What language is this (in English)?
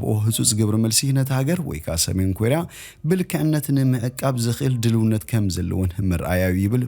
Tigrinya